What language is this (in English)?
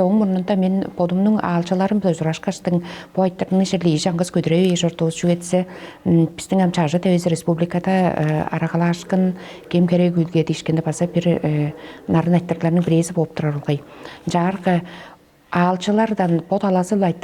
Tuvinian